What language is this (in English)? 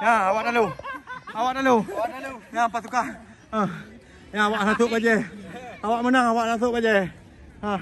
Achinese